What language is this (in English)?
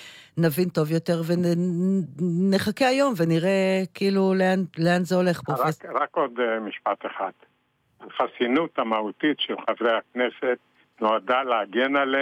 Hebrew